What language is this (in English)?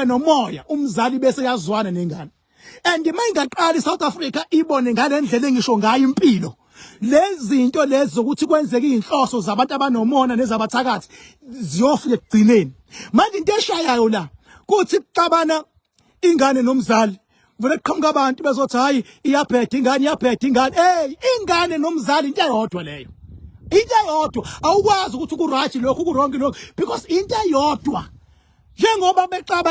Zulu